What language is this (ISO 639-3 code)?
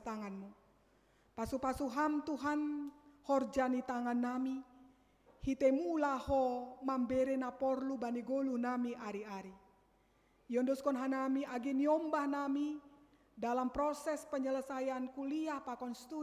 bts